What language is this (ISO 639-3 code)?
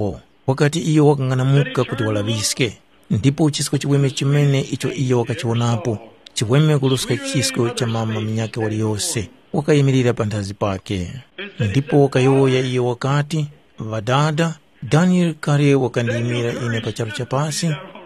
tum